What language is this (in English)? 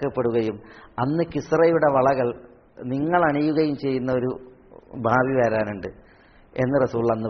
Malayalam